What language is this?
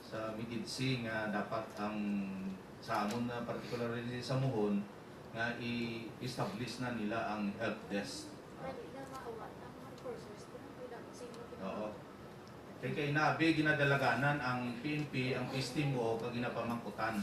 Hiligaynon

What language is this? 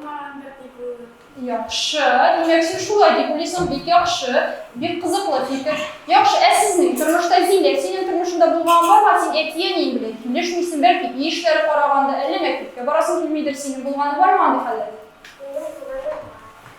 Tatar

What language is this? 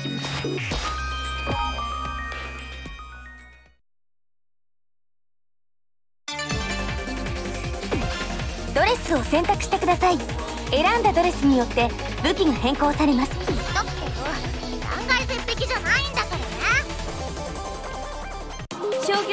Japanese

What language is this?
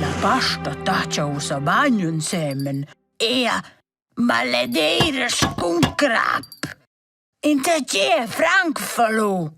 Romansh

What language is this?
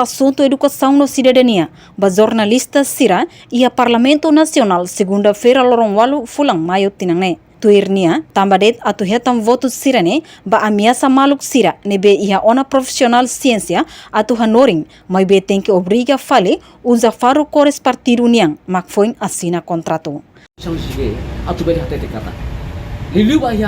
Tetum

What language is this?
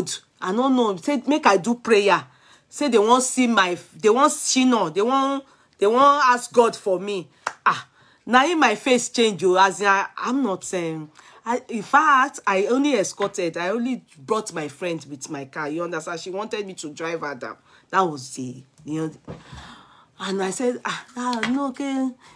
Nigerian Pidgin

